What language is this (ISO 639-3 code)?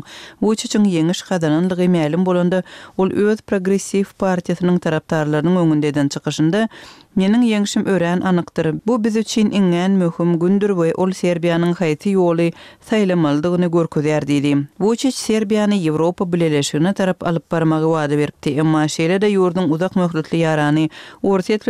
tuk